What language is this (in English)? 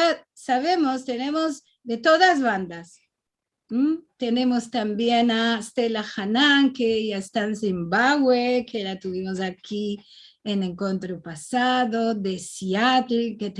Ladino